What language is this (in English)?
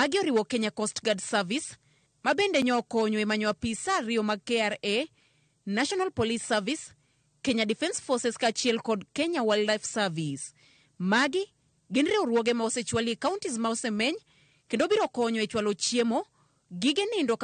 Luo (Kenya and Tanzania)